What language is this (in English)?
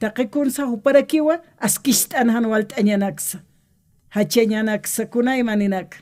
Aymara